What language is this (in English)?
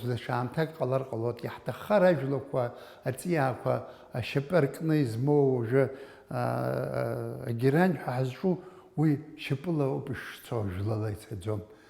Abkhazian